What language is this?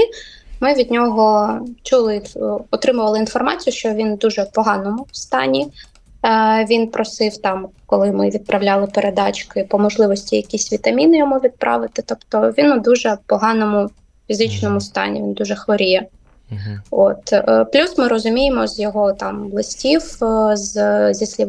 Ukrainian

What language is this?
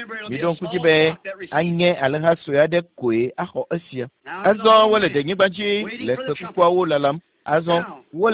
Ewe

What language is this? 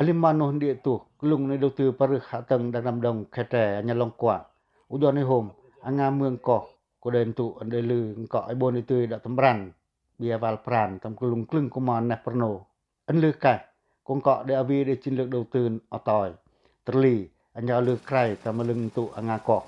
Pacoh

